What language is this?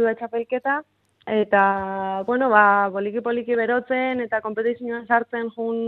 Basque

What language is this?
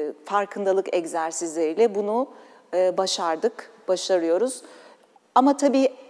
Turkish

